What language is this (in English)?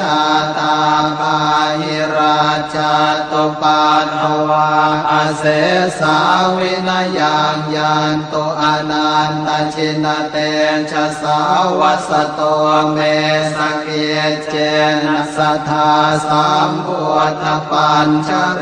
Pali